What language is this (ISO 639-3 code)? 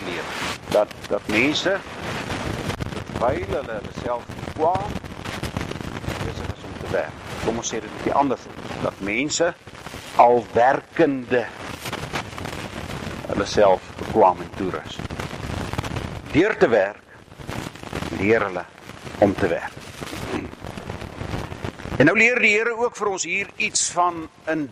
afr